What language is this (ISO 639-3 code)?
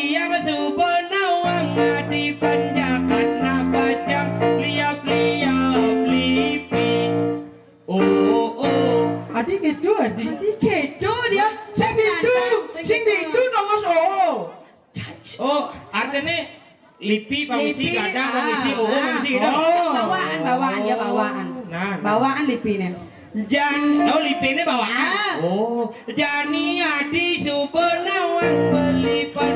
ban